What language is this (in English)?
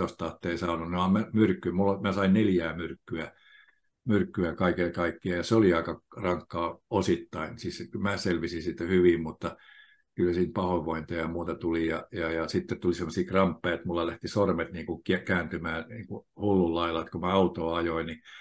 Finnish